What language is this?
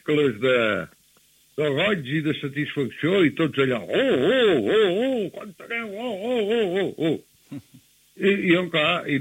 Catalan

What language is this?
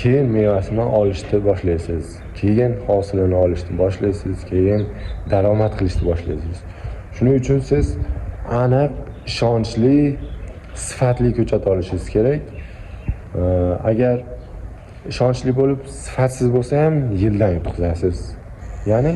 Uzbek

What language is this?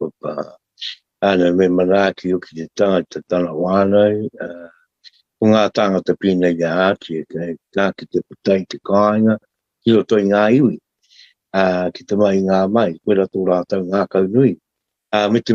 Māori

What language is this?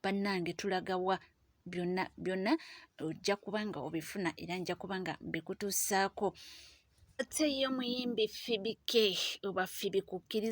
Ganda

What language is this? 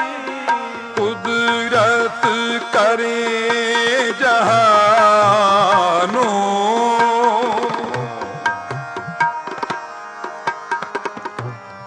Punjabi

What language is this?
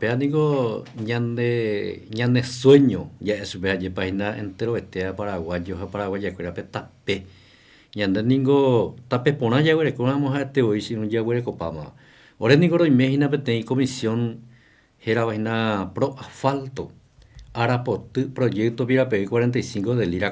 Guarani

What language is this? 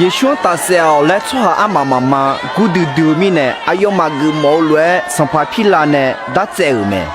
Akha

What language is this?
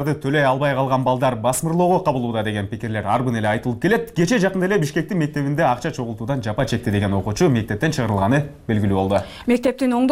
Kyrgyz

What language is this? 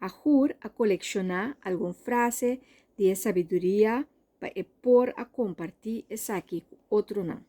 Papiamento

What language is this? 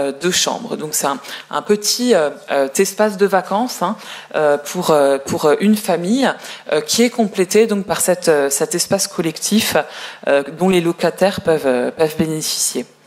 French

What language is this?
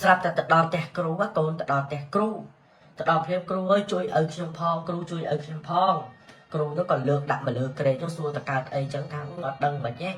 Khmer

